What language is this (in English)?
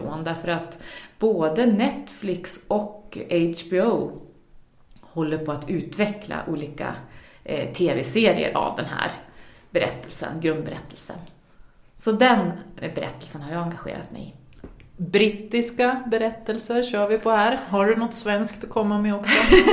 Swedish